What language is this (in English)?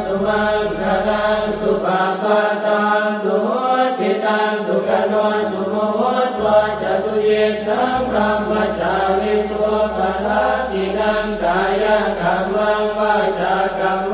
Pali